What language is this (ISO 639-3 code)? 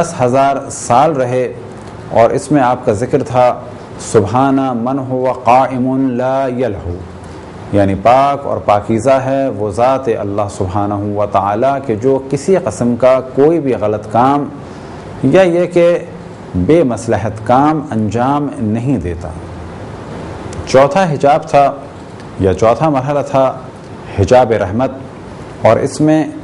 urd